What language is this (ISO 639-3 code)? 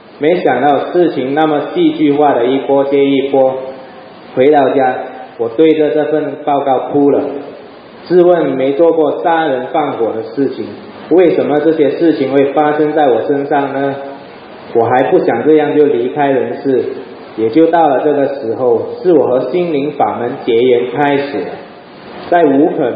zho